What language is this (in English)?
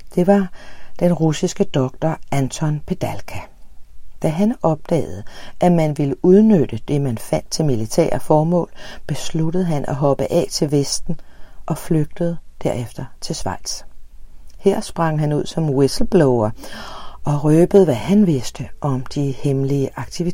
Danish